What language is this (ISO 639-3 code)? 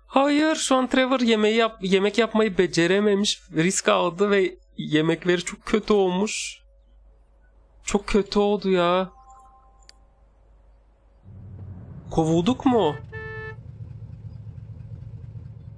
tur